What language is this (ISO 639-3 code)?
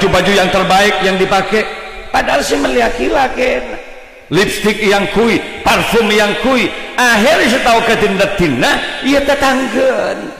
mad